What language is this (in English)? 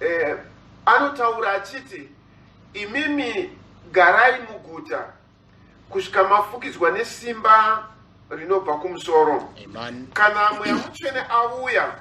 Shona